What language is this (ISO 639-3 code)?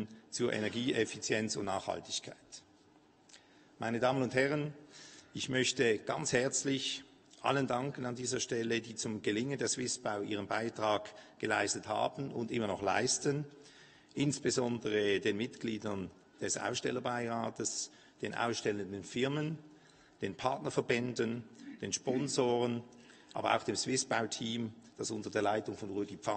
deu